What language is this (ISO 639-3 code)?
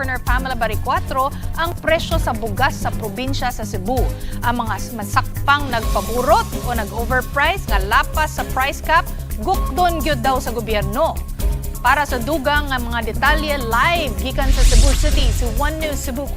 ceb